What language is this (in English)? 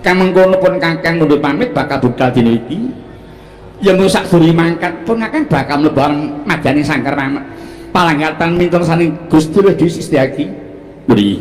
Javanese